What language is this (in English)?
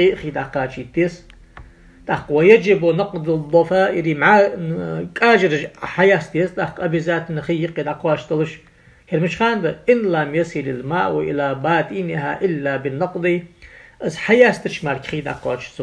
Ingush